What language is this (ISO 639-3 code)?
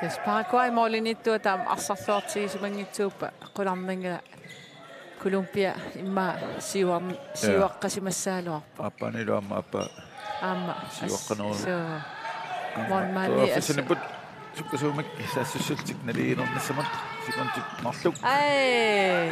kal